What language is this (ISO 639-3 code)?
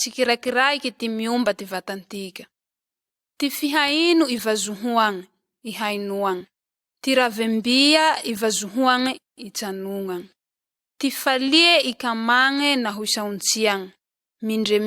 mlg